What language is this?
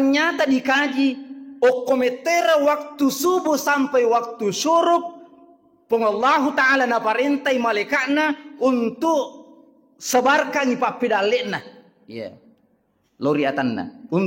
Buginese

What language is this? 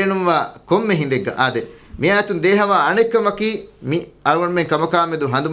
Divehi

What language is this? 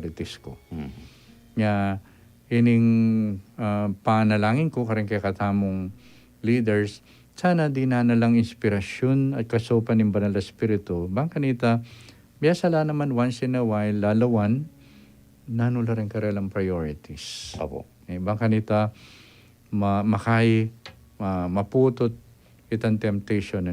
Pampanga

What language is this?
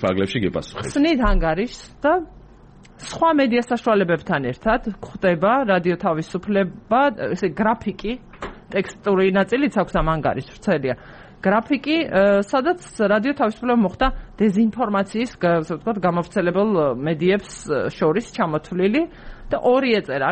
Georgian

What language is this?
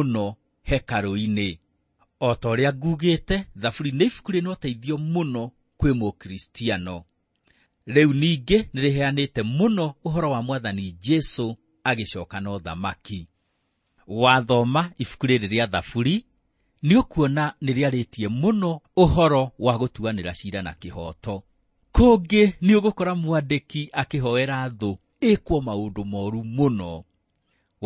Kikuyu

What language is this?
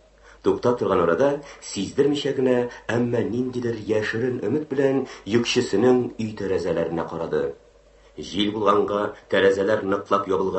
Tatar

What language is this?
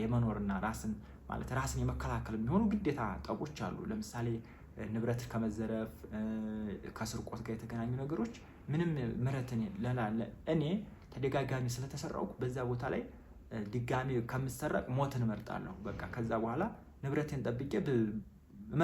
Amharic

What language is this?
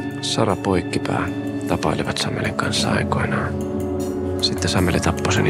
Finnish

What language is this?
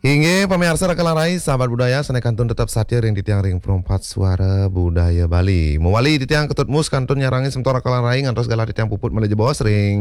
Balinese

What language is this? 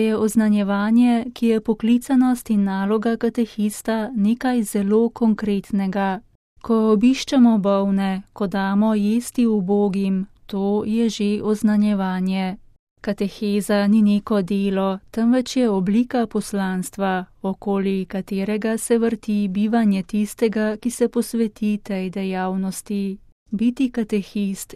Slovenian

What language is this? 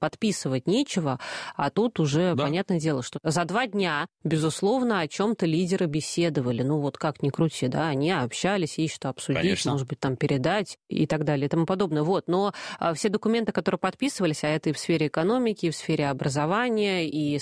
Russian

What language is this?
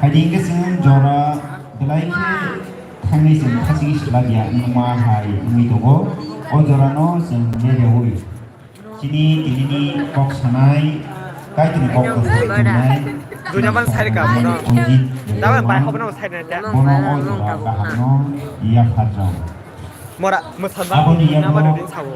Kok Borok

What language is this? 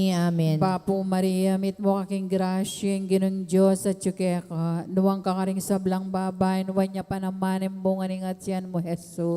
Pampanga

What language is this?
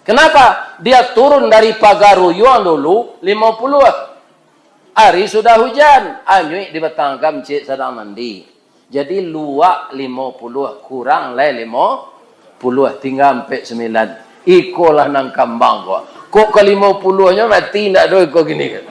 Minangkabau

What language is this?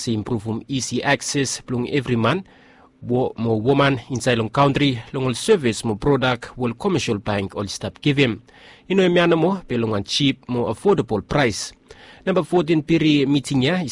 Bislama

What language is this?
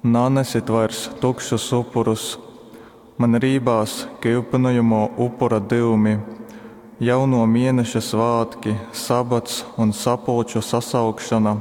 Latgalian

